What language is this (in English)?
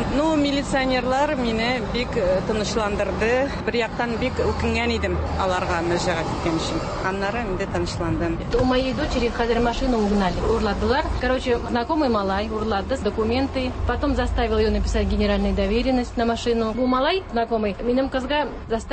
Tatar